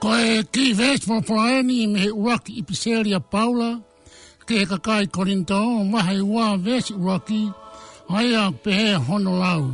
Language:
Tongan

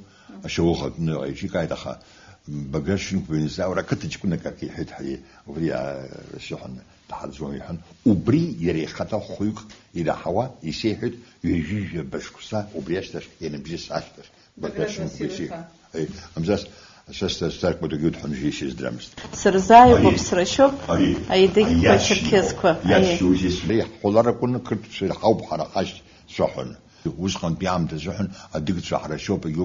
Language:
Abkhazian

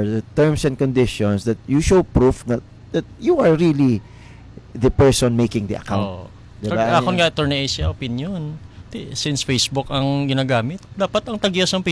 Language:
Hiligaynon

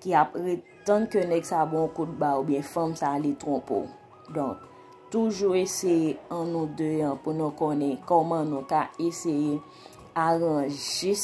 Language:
Haitian Creole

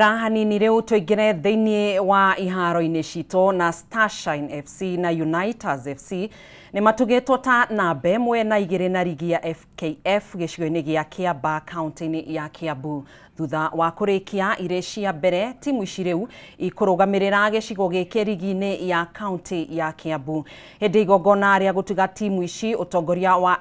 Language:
Kikuyu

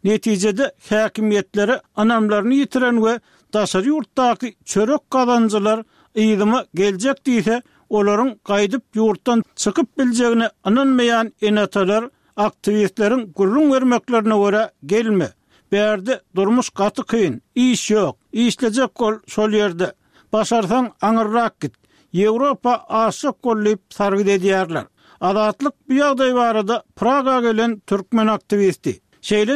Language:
Turkmen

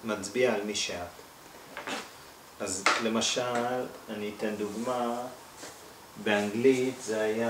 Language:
Hebrew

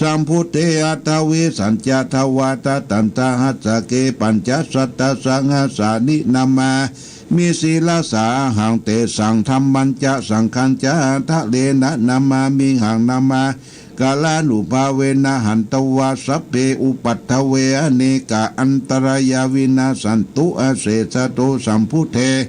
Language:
Pali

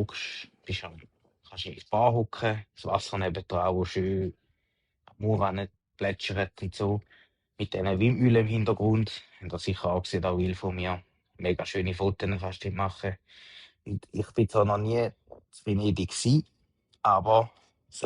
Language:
Swiss German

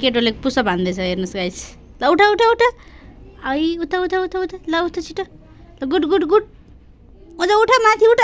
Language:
Nepali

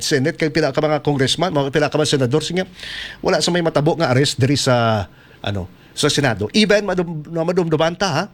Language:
Hiligaynon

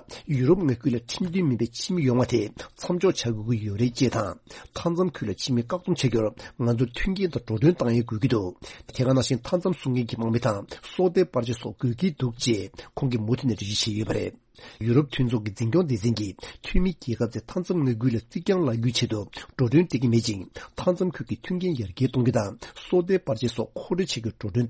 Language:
Tibetan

